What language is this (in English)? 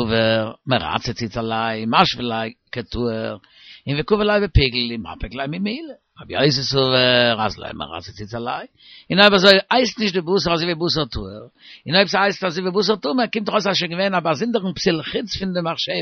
Yiddish